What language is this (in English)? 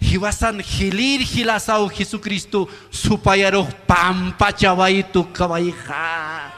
Aymara